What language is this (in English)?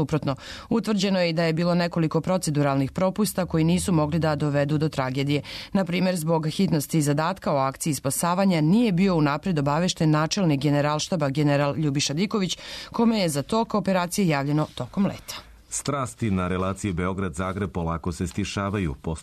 Serbian